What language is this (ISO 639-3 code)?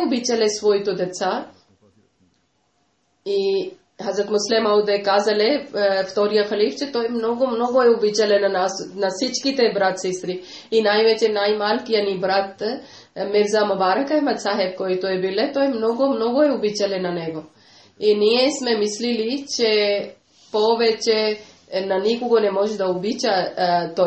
bul